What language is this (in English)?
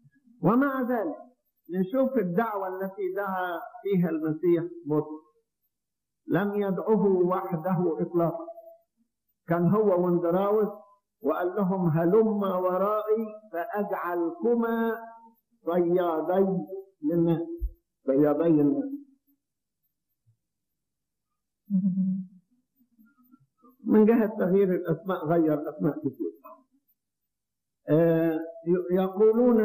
Egyptian Arabic